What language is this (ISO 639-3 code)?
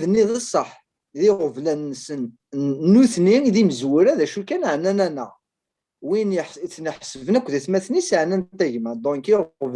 kab